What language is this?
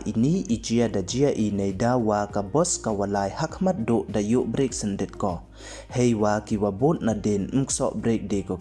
Pnar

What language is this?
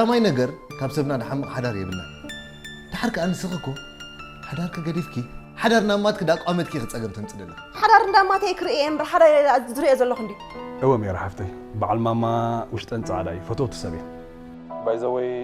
Tigrinya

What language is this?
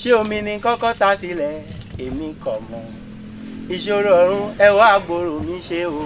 Yoruba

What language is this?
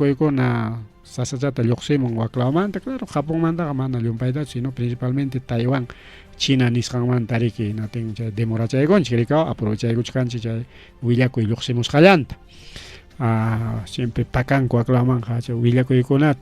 Ayacucho Quechua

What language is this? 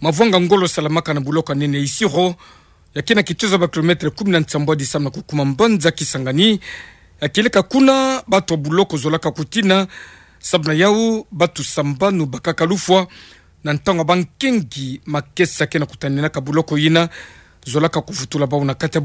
Kituba (Democratic Republic of Congo)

